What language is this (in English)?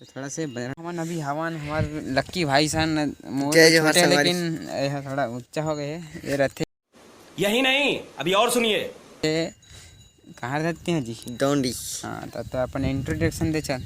Chhattisgarhi